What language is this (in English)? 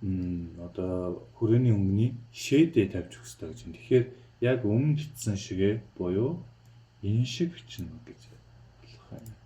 Mongolian